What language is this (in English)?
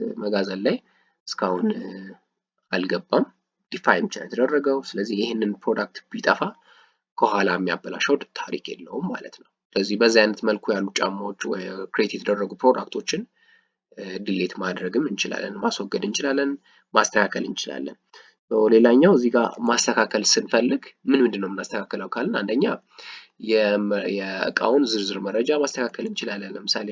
Amharic